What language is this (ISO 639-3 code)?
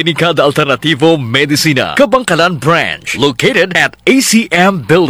hil